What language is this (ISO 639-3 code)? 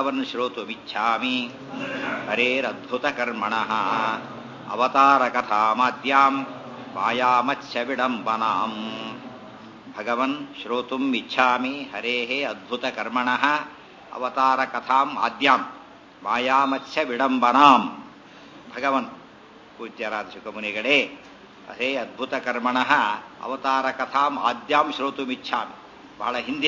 kan